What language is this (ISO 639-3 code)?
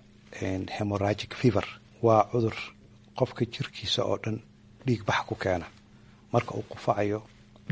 som